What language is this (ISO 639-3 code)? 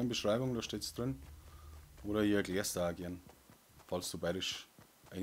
bar